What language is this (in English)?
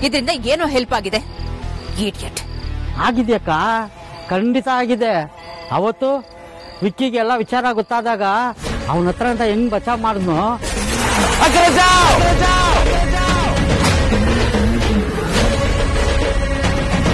Kannada